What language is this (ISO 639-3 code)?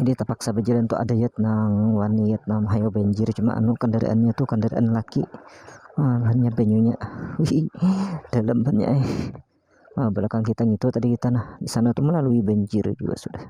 bjn